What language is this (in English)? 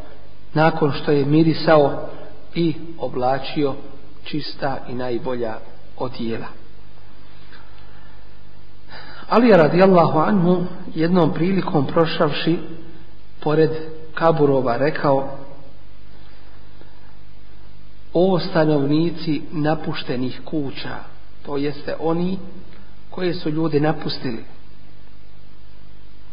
Bosnian